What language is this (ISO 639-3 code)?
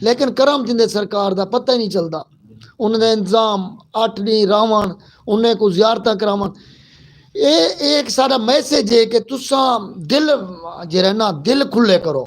lah